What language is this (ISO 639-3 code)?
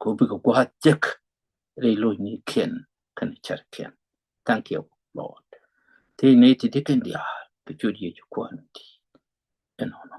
nus